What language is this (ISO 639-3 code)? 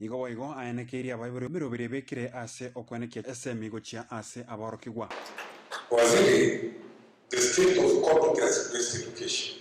guz